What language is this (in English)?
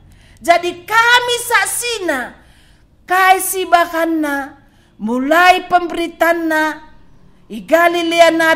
Batak Karo